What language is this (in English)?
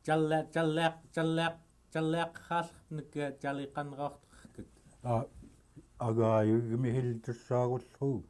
Central Yupik